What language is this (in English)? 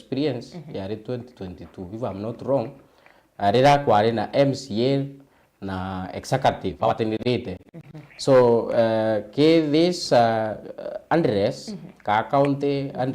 Meru